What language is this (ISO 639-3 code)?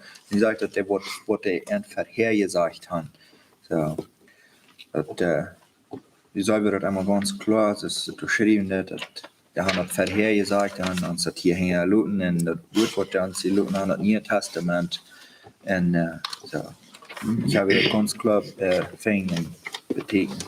pdt